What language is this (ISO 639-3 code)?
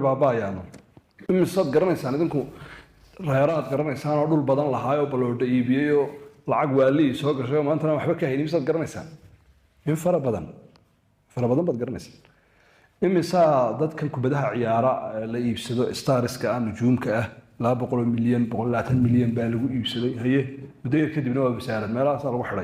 som